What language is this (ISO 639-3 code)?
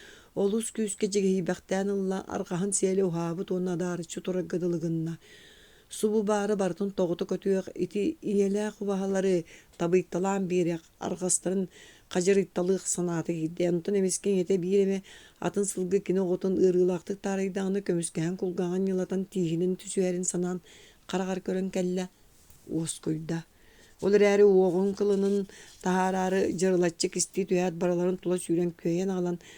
sah